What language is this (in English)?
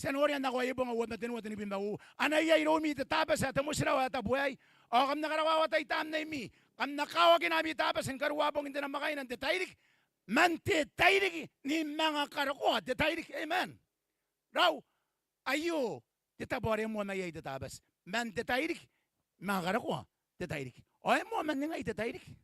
Gilbertese